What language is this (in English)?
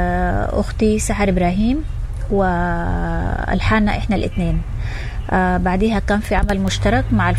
Sudanese Arabic